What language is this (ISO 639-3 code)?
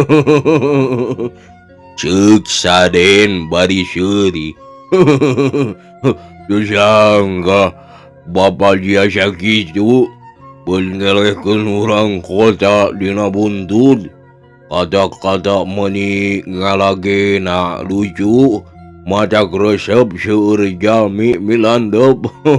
sun